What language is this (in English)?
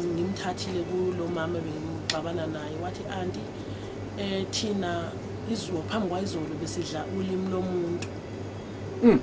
Zulu